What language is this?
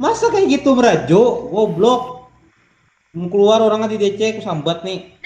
Banjar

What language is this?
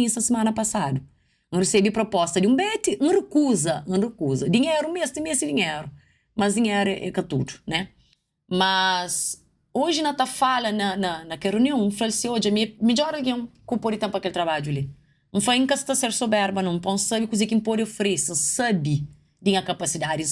Kabuverdianu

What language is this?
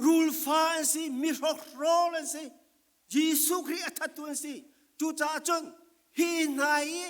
Falam Chin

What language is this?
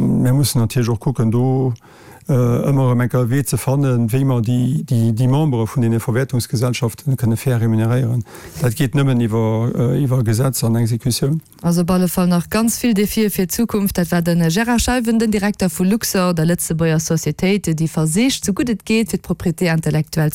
Luxembourgish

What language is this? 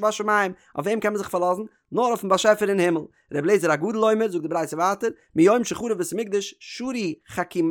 Yiddish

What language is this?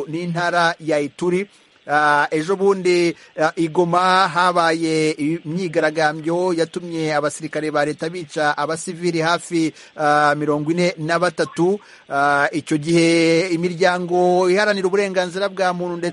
Kinyarwanda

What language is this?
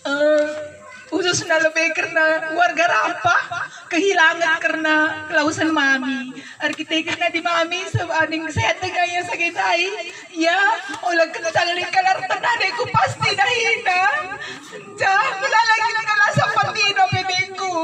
Batak Karo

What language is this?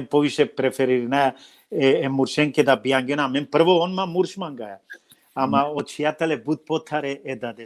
Balkan Romani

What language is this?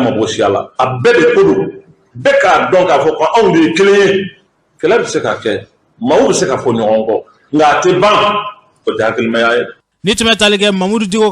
Bambara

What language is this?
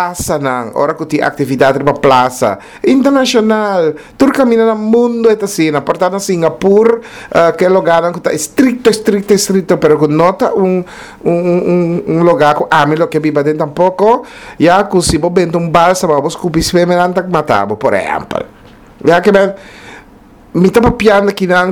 Papiamento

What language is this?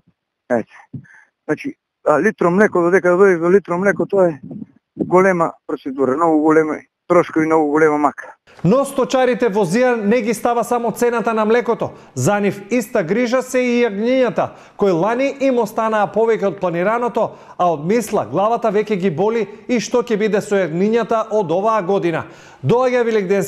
Macedonian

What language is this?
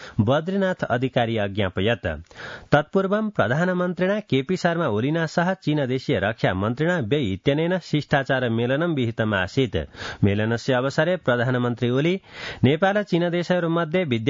Sanskrit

